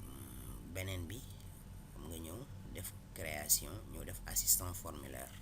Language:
Wolof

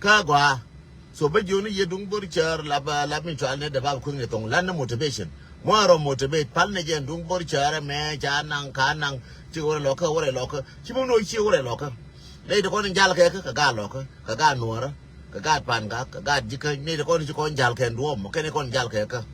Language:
Nuer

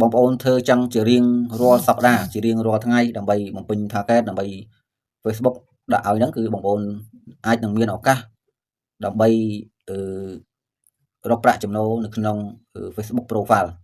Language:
Khmer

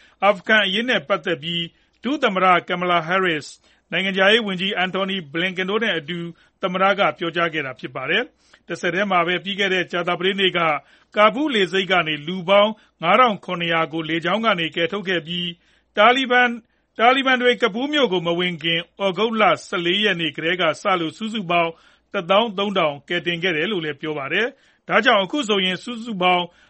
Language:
Burmese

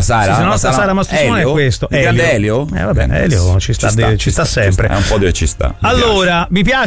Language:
Italian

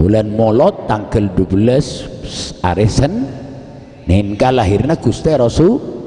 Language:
Madurese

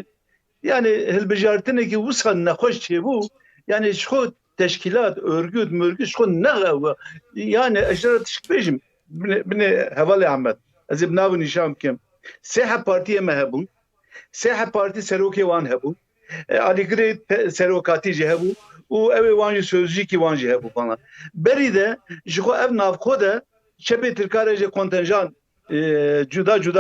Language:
Kurdish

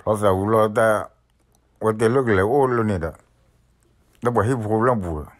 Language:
S'gaw Karen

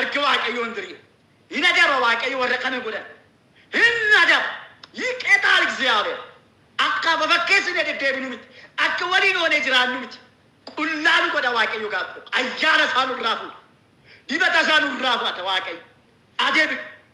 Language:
Oromo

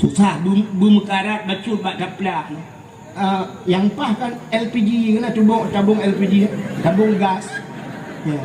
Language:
Achinese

